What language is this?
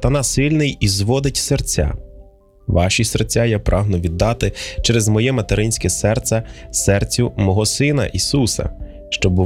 Ukrainian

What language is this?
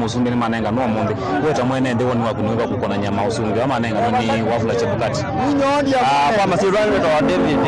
Kamba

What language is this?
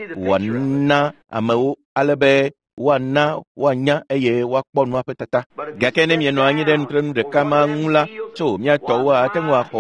Ewe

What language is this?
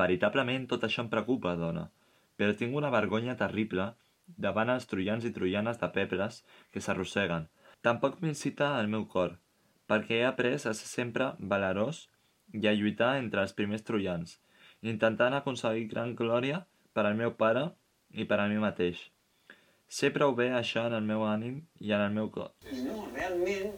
Catalan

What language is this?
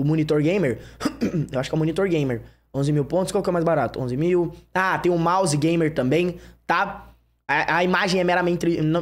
Portuguese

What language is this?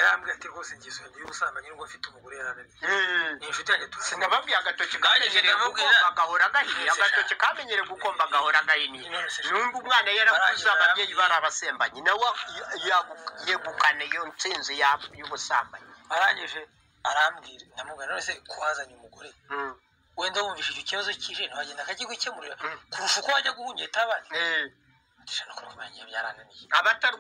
Kinyarwanda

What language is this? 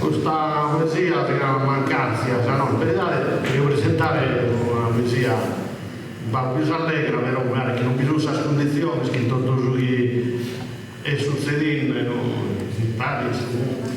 Sardinian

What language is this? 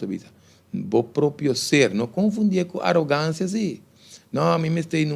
Papiamento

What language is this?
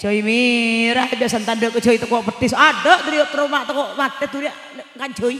Madurese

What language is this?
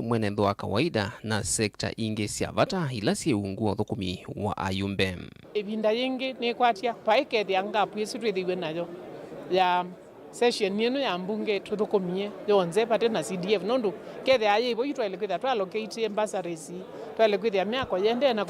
Kamba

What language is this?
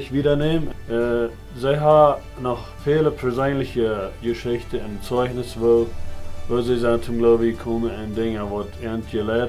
Plautdietsch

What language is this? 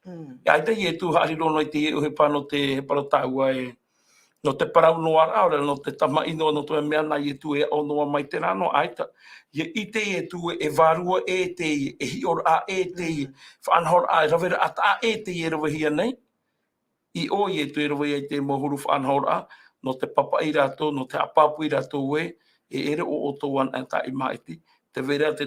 Tahitian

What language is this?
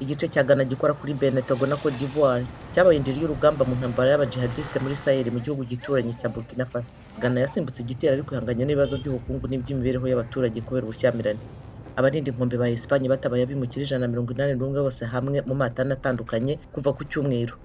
Kinyarwanda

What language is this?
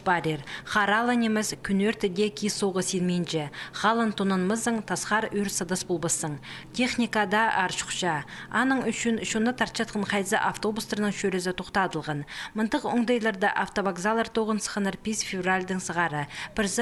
Khakas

